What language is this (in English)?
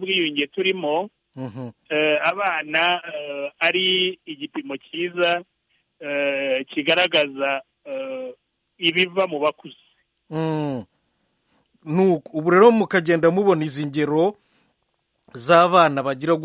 Kinyarwanda